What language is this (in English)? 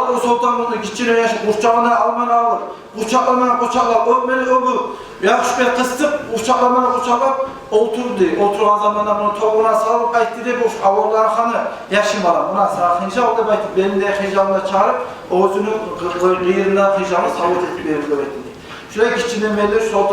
Kumyk